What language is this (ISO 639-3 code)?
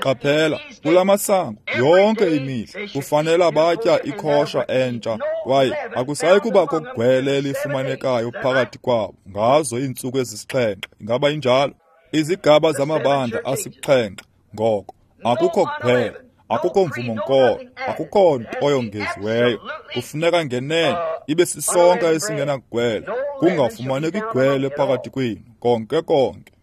xho